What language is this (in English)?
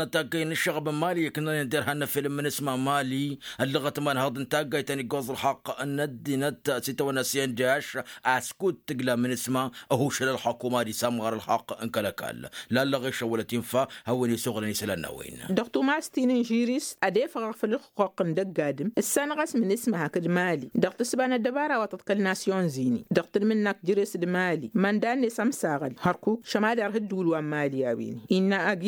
Tamasheq